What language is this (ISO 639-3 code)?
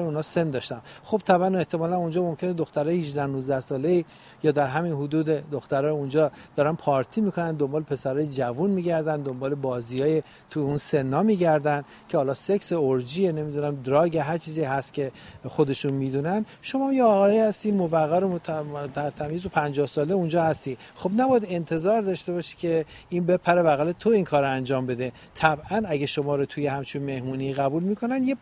fas